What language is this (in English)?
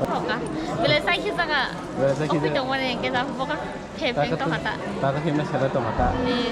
Kok Borok